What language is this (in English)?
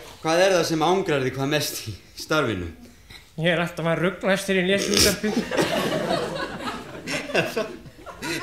Icelandic